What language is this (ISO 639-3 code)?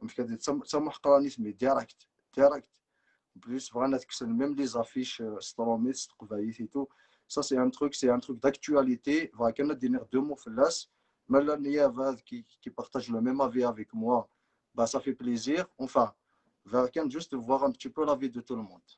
kab